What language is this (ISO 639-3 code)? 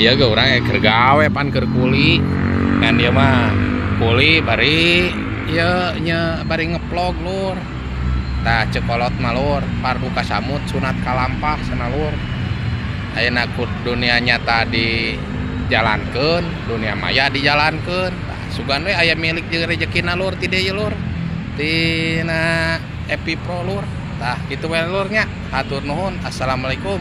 sun